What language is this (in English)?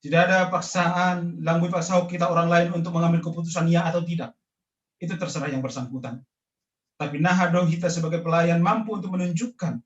Batak Simalungun